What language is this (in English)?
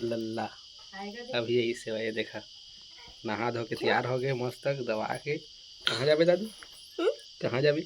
Chhattisgarhi